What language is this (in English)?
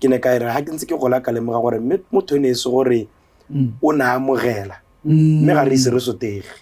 Tswana